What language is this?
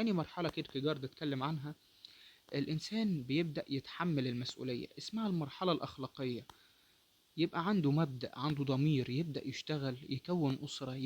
Egyptian Arabic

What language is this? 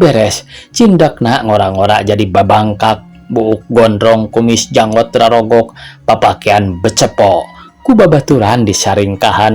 Sundanese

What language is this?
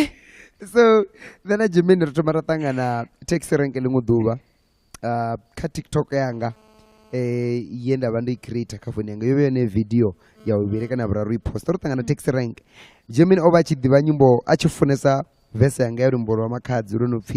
Venda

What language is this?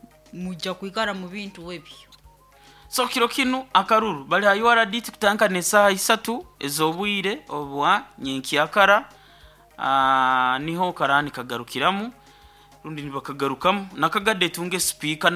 Nyoro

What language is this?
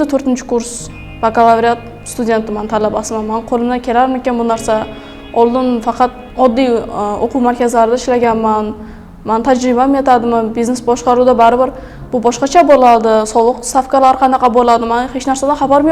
Uzbek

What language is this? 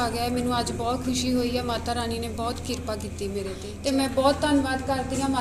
Punjabi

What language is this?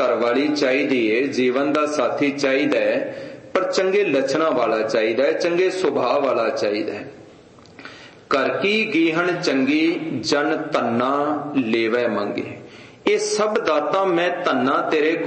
Punjabi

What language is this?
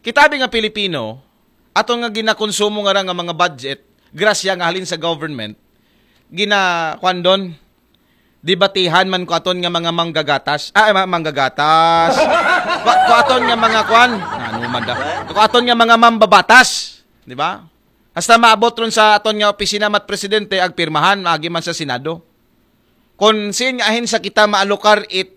Aklanon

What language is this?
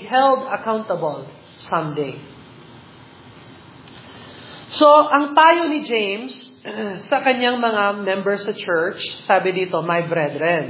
Filipino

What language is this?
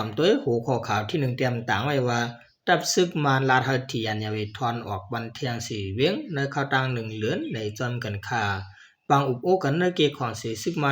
Shan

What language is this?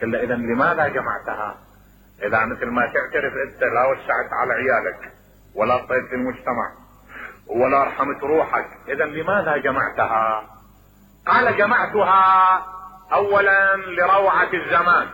Mesopotamian Arabic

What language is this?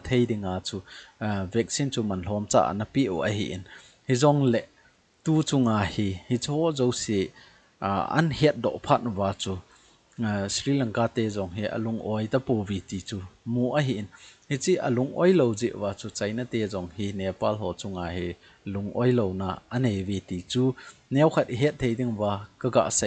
Thado Chin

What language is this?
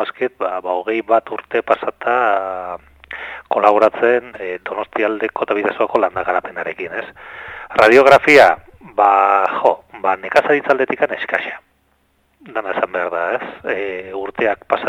Basque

